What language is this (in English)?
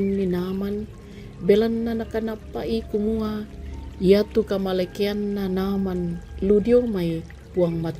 Toraja-Sa'dan